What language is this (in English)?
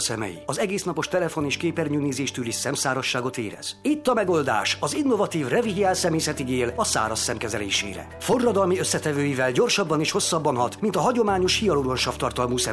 Hungarian